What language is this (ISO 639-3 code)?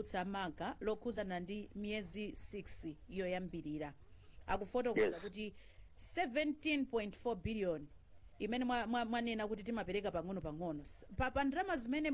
nya